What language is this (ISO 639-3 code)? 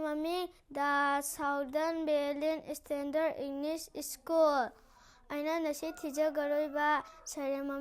mni